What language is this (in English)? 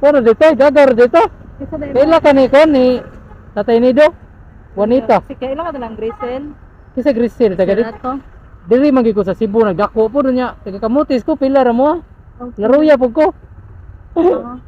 Cebuano